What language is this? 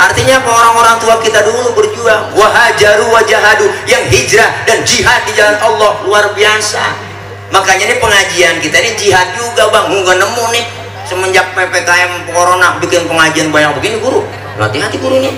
Betawi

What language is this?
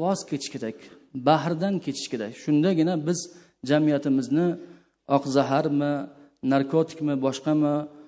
Uzbek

